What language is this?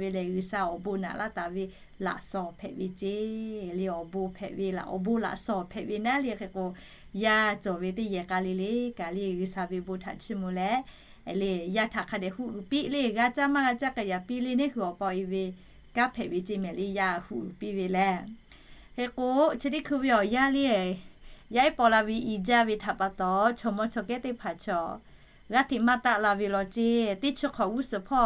Lahu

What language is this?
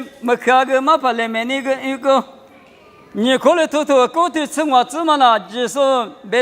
Lisu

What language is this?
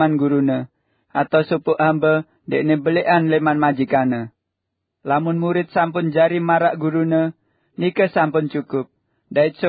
Sasak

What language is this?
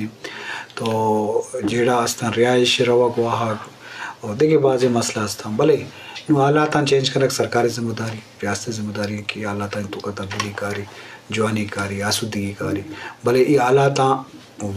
Eastern Balochi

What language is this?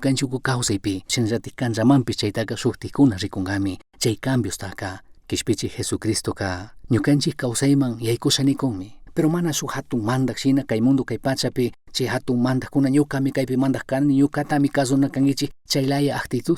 Chimborazo Highland Quichua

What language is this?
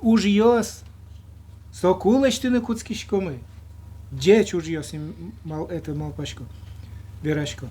Udmurt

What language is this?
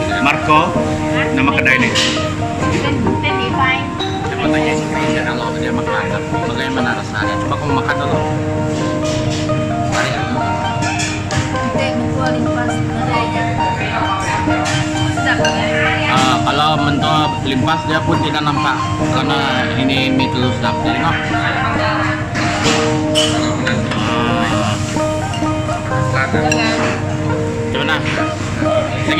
Malay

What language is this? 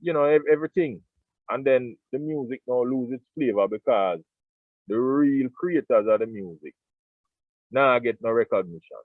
Jamaican Creole English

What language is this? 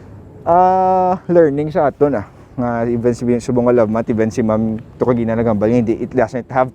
Hiligaynon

